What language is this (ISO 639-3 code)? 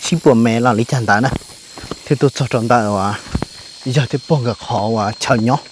hmn